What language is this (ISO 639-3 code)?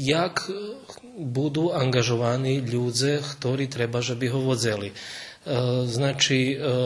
rue